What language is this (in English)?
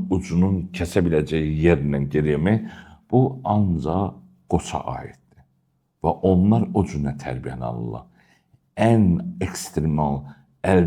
Azerbaijani